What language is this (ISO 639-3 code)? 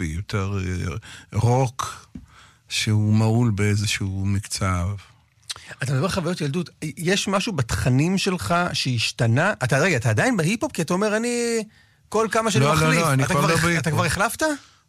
heb